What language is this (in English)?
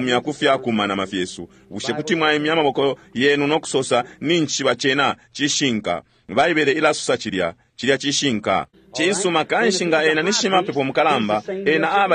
Bemba